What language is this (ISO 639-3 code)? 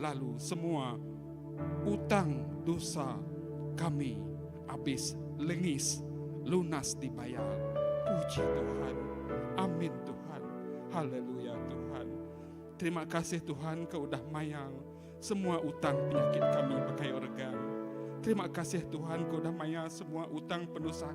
iba